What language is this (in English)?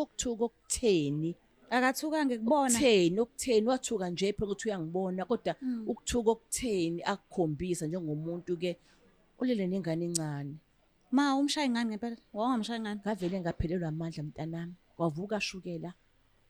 Zulu